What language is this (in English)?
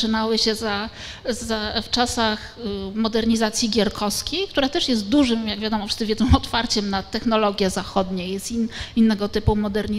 Polish